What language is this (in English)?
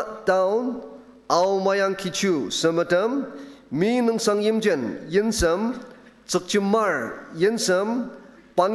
Ao Naga